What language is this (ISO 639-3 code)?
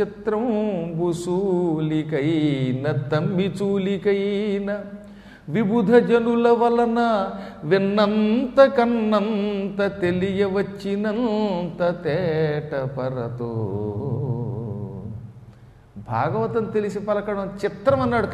tel